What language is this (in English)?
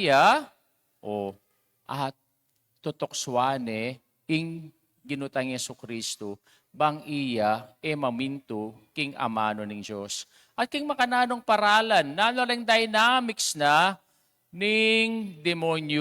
Pampanga